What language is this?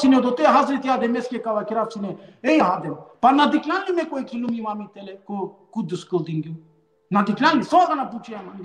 Balkan Romani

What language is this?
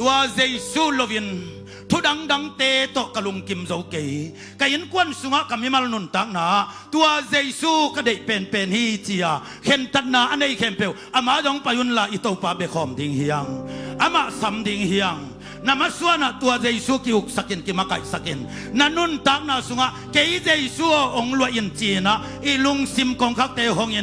Tedim Chin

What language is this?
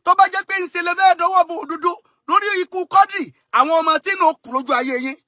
Yoruba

